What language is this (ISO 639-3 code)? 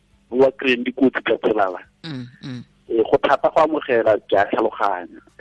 tsn